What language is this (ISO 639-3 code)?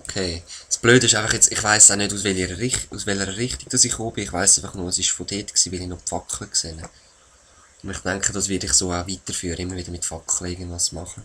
gsw